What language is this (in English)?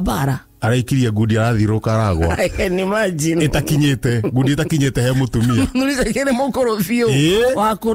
Kikuyu